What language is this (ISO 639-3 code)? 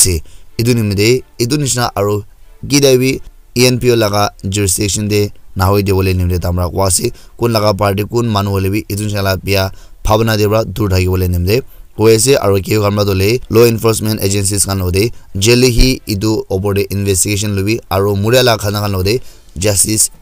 nag